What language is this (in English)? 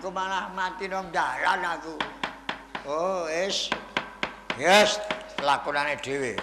Javanese